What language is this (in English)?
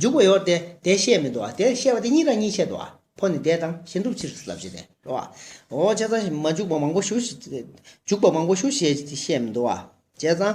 Tibetan